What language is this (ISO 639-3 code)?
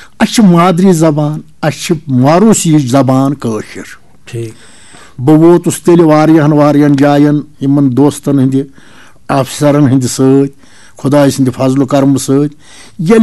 kas